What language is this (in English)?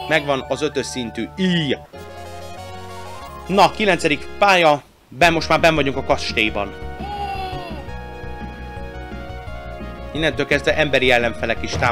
Hungarian